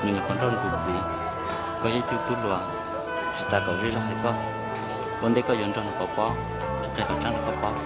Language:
Hmong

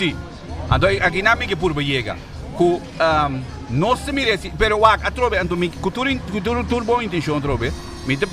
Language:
Papiamento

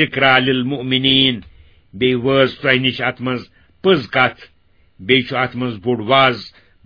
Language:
Kashmiri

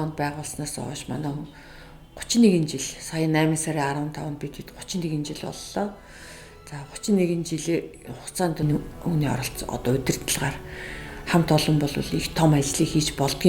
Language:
Mongolian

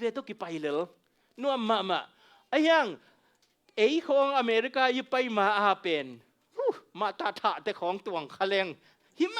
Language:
Tedim Chin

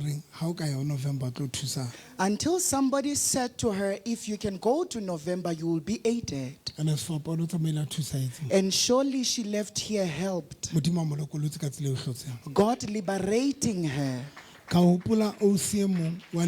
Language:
Southern Sotho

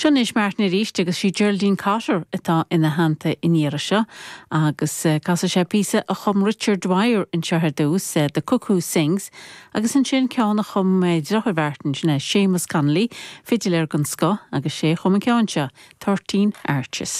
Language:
Irish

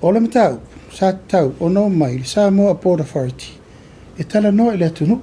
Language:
Samoan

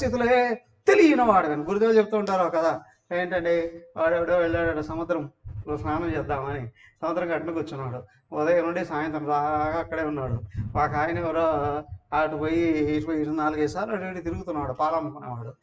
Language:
Telugu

